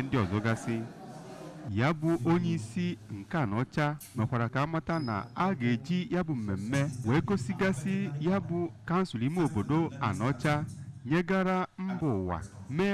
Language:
Igbo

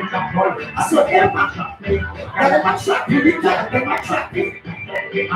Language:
Jamaican Creole English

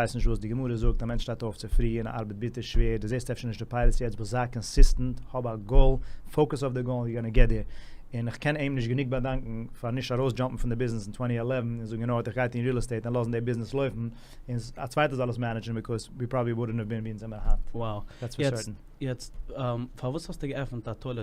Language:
Yiddish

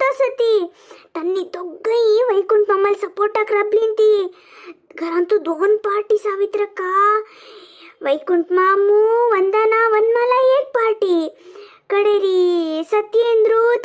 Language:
Konkani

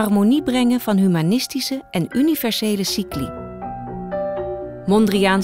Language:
Dutch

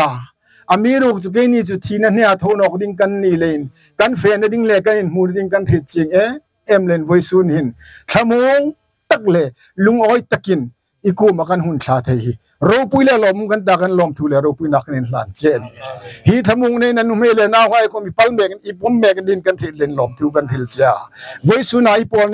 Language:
Hmar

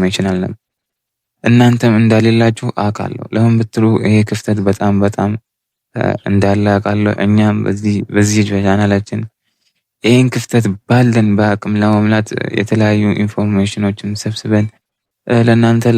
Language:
Amharic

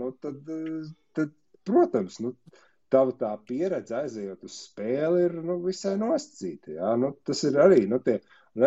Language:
Latvian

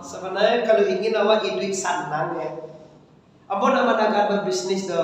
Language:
Minangkabau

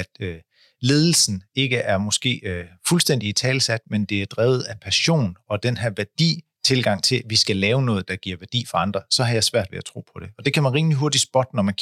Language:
Danish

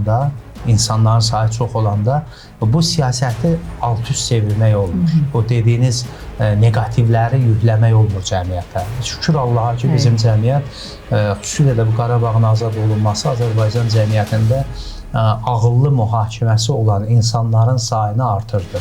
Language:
Azerbaijani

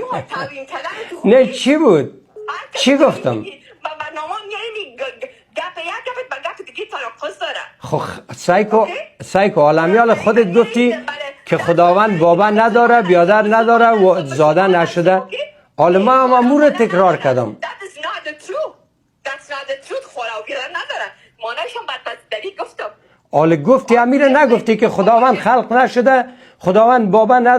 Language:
Persian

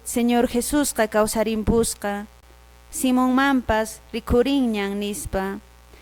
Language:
Quechua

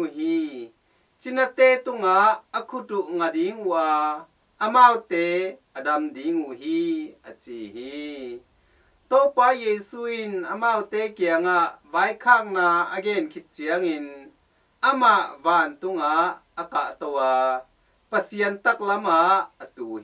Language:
Tedim Chin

